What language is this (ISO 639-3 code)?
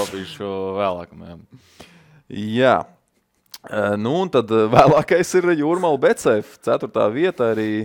lav